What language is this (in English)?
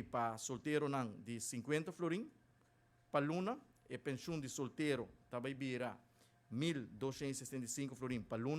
Papiamento